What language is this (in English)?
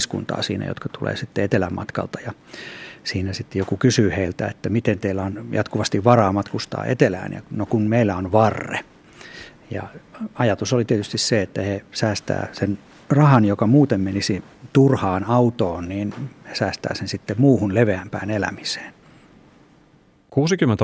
Finnish